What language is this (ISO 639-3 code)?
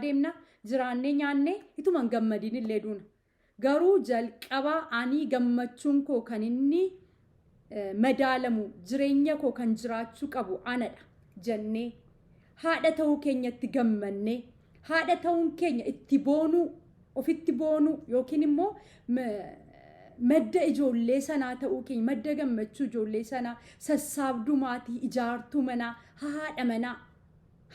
orm